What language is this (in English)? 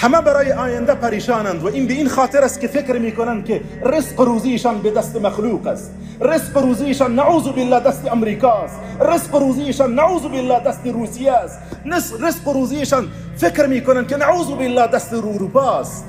Tajik